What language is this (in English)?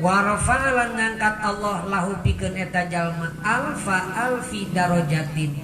Sundanese